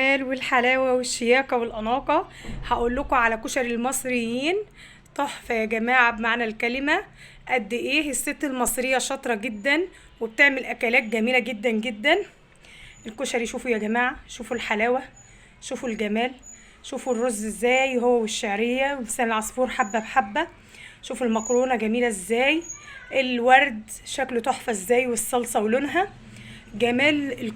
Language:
Egyptian Arabic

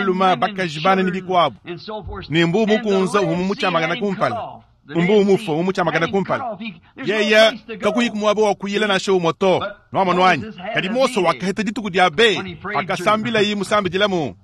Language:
Luba-Lulua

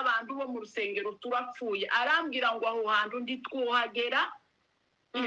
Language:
Kinyarwanda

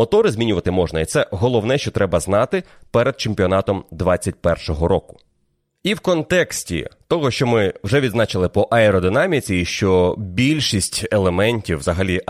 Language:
Ukrainian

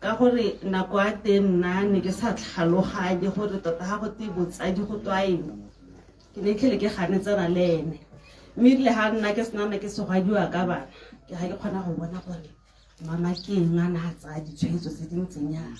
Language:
Tswana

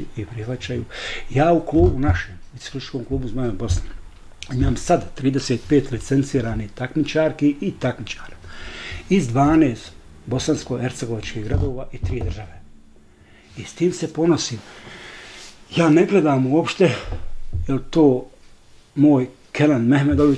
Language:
Bosnian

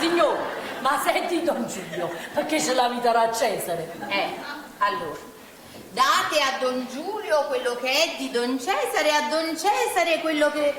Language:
Neapolitan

